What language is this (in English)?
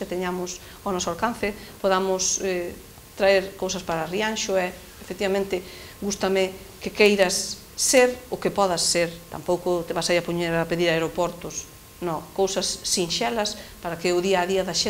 Galician